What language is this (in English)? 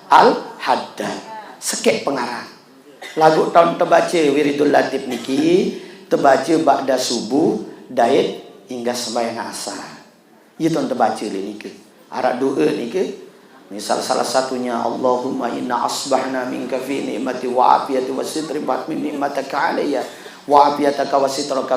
Sasak